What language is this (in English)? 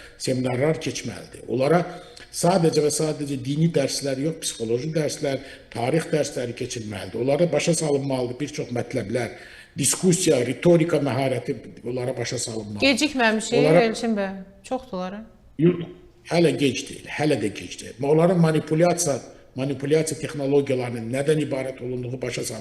Azerbaijani